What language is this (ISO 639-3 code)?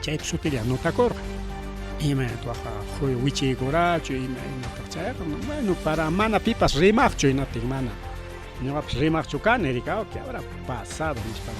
quy